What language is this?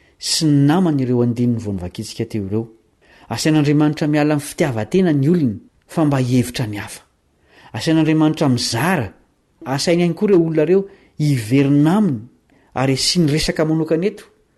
Malagasy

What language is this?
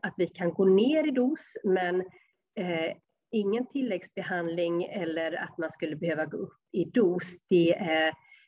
Swedish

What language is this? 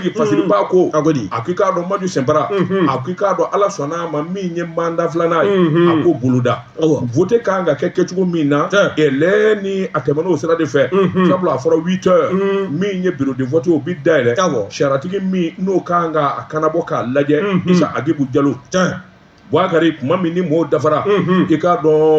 Bambara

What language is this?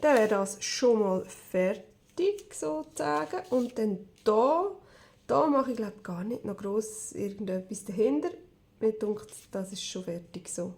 Swiss German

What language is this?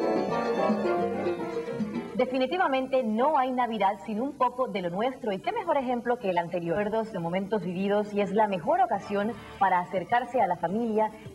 Spanish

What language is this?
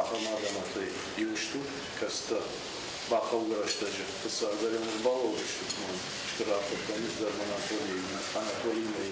Ossetic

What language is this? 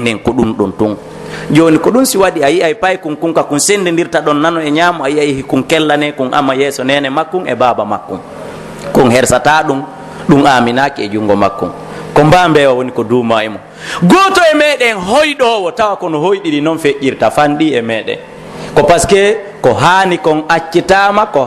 Pular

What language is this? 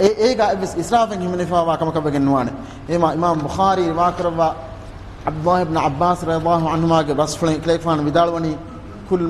Divehi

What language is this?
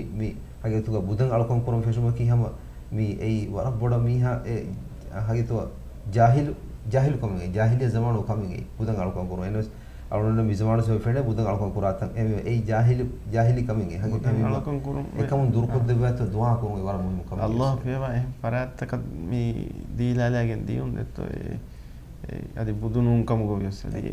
Divehi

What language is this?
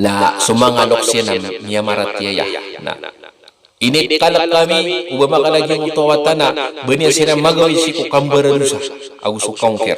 Maranao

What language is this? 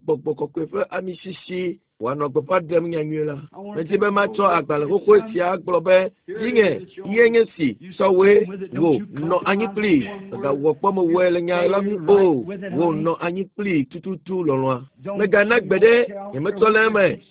Ewe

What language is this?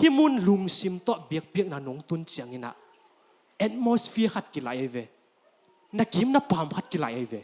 Tedim Chin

